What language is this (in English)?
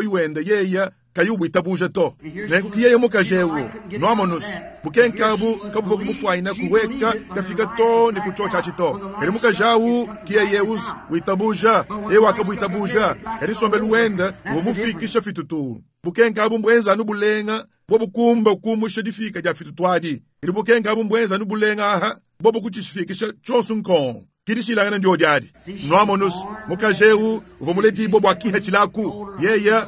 Luba-Lulua